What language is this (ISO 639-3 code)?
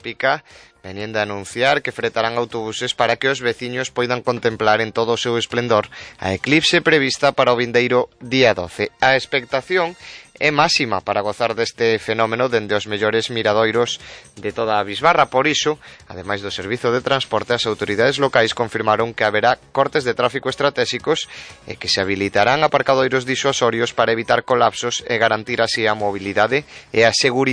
glg